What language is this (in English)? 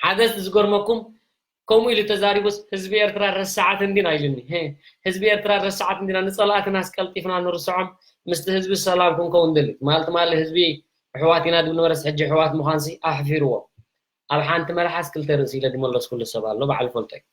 Tigrinya